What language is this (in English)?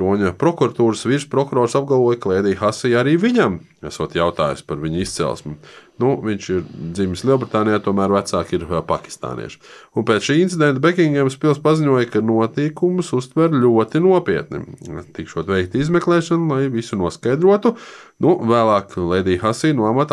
Latvian